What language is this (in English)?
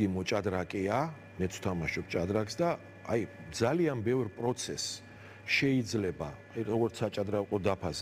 Georgian